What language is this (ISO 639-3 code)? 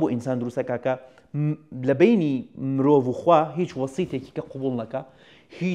ckb